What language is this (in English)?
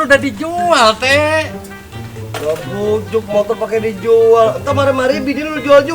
Betawi